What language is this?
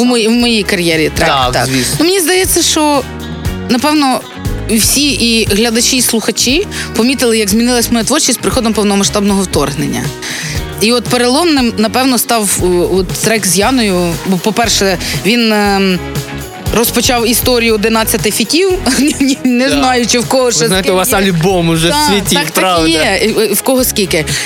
Ukrainian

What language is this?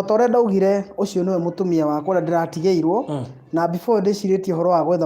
Kikuyu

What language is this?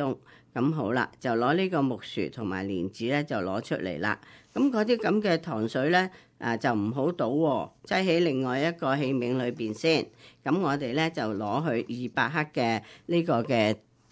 Cantonese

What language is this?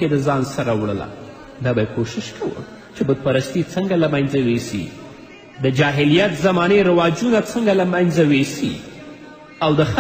Pashto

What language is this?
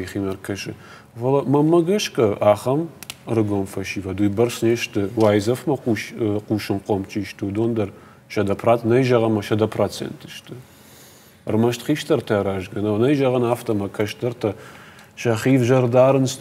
Ossetic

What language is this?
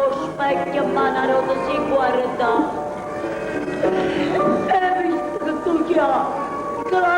Neapolitan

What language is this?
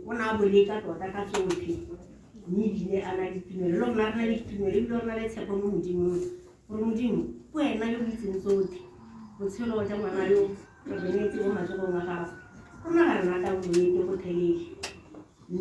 Tswana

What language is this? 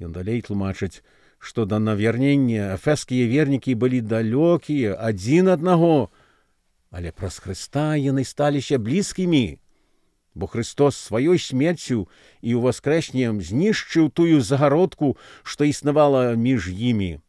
Belarusian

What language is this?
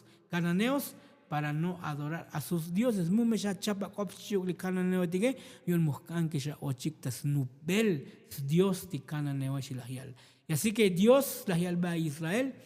Tzotzil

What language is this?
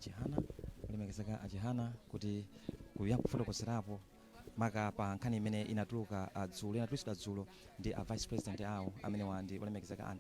Nyanja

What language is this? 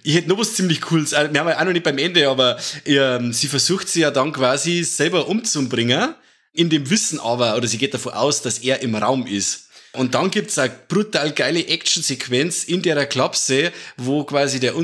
Bavarian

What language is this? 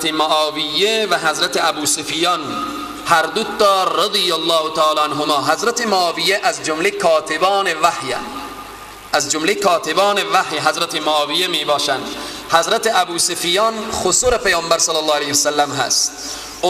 Persian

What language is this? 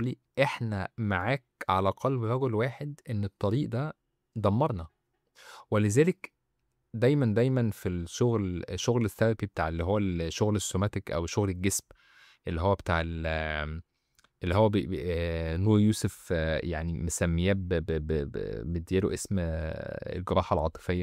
Egyptian Arabic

